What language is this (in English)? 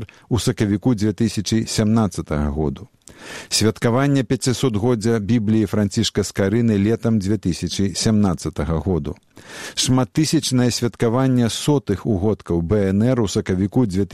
Belarusian